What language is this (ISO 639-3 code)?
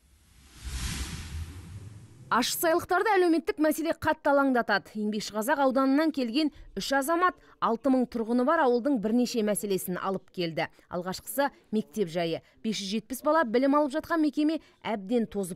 kaz